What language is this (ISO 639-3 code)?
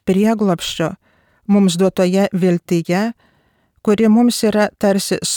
lit